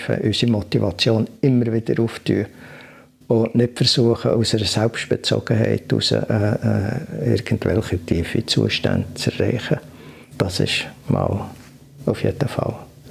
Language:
Swiss German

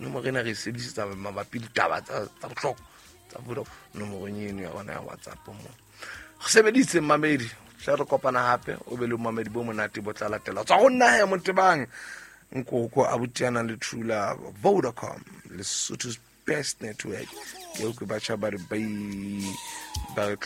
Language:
Southern Sotho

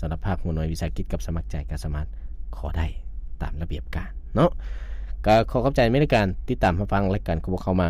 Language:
Lao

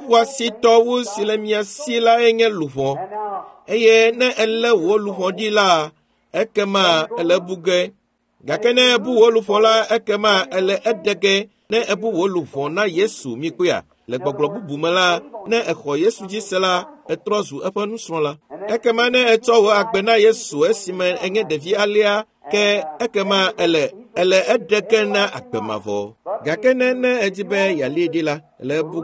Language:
Ewe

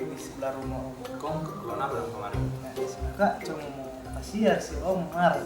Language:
Manado Malay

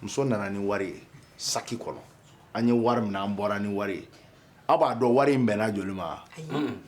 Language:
Bambara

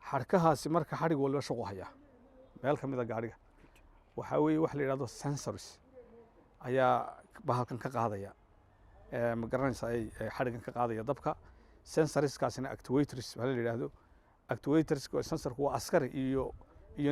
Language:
Somali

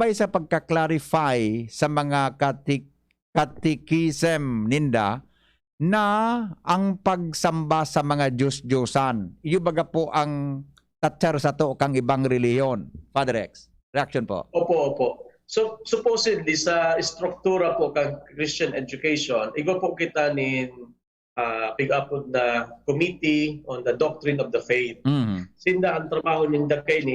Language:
Bikol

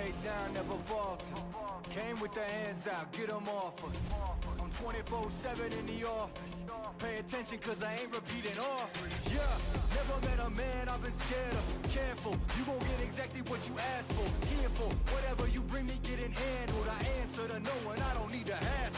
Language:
Māori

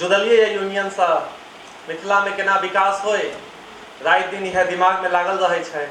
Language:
Maithili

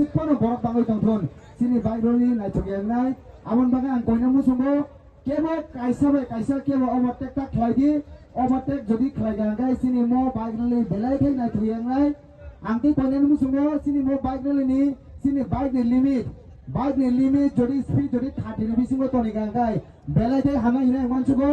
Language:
Kok Borok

